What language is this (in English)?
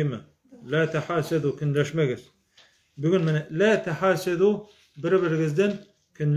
Tatar